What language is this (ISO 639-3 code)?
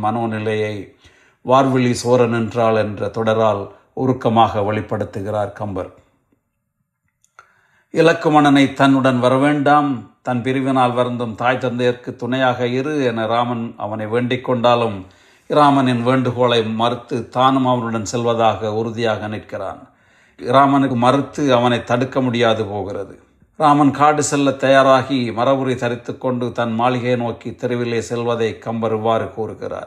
tam